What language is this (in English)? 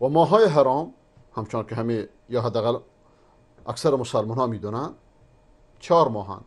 Persian